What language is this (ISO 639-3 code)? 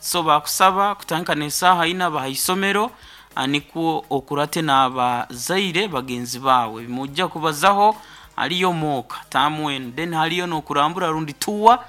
nyn